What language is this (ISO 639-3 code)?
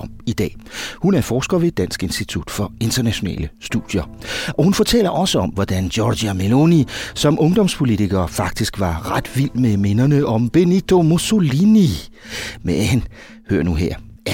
dan